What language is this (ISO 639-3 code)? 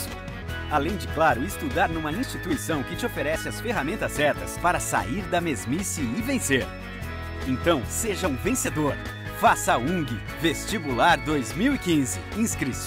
por